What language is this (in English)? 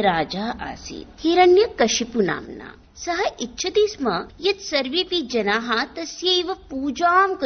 Sanskrit